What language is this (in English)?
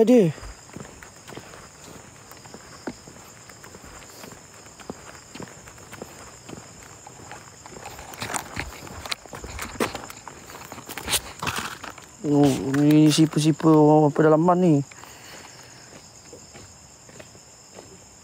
Malay